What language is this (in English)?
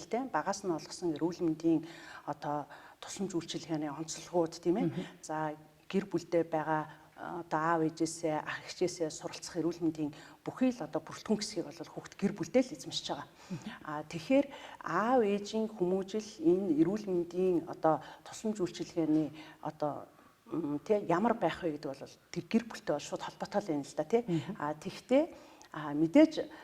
Mongolian